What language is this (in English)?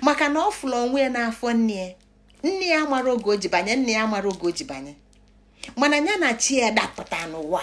Igbo